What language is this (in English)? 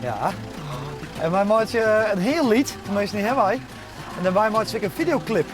Western Frisian